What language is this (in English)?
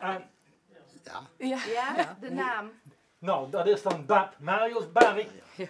Limburgish